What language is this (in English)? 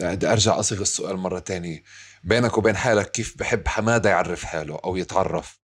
North Levantine Arabic